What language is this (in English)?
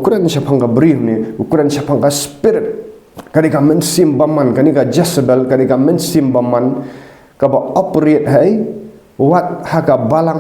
Khasi